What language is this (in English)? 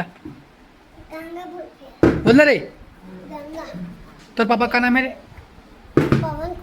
Chhattisgarhi